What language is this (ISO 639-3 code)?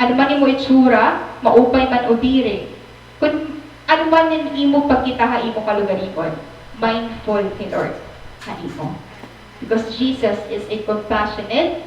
war